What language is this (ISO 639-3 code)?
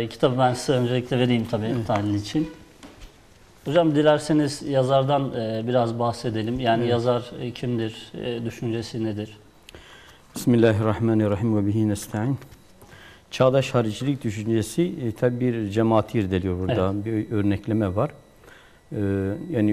tur